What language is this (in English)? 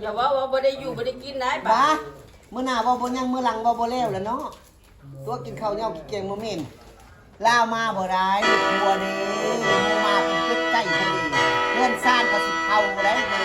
Northeastern Thai